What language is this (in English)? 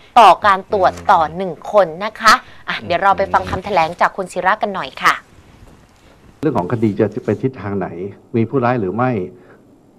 Thai